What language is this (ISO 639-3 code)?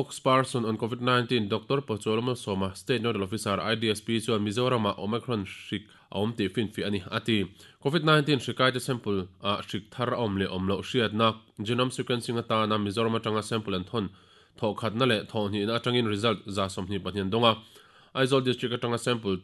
lus